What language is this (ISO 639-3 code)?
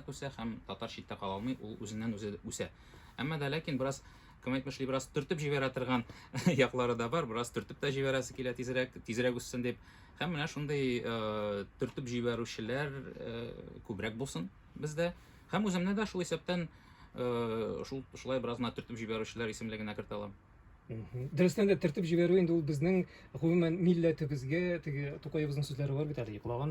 tat